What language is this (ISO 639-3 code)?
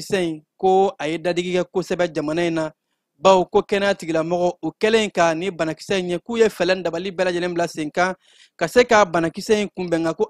bam